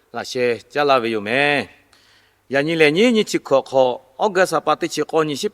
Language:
Lahu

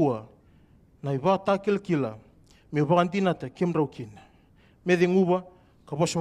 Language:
Fijian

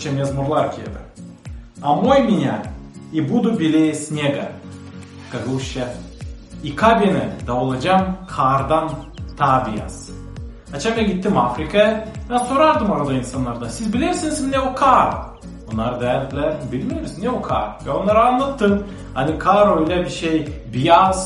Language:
Gagauz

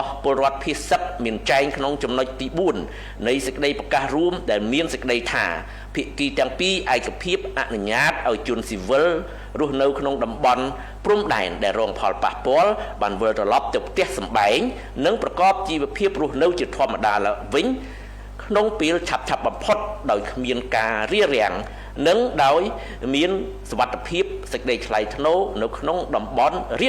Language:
Khmer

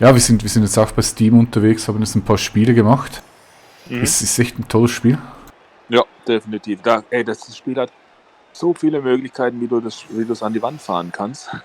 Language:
Swiss German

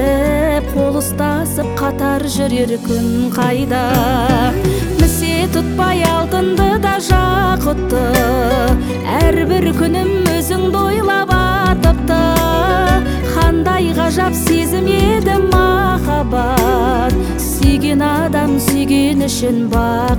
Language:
Kazakh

